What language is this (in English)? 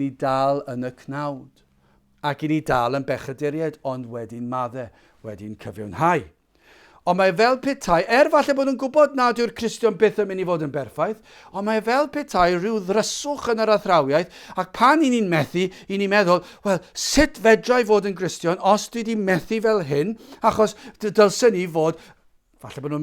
Welsh